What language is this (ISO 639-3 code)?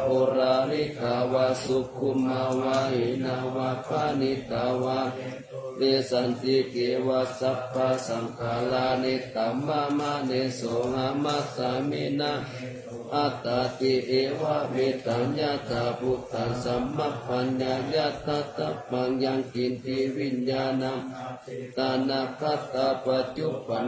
pli